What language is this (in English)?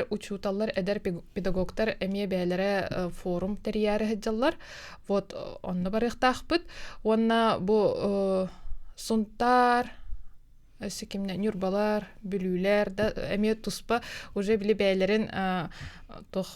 Yakut